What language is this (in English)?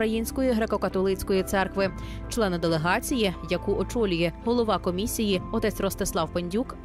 Ukrainian